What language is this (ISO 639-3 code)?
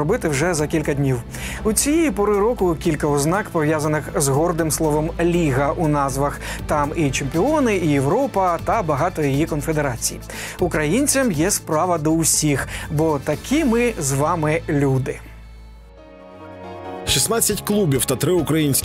ukr